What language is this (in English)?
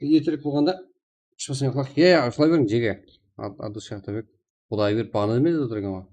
Kara-Kalpak